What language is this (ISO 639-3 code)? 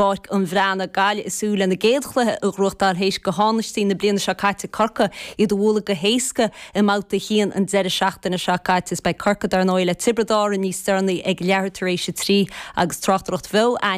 gle